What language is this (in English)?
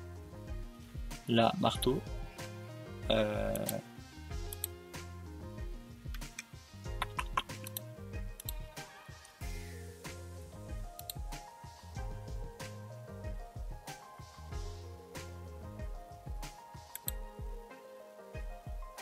French